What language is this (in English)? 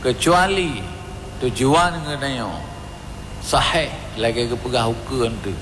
Achinese